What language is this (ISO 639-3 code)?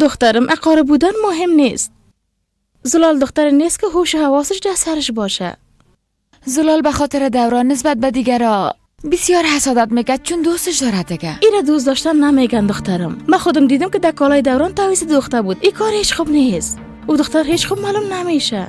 fas